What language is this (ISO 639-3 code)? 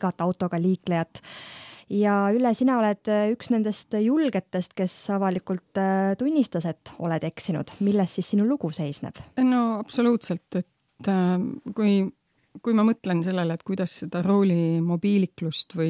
est